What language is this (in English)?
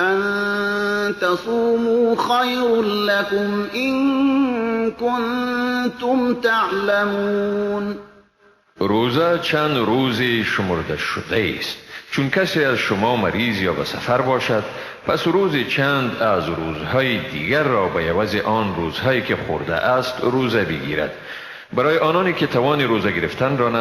Persian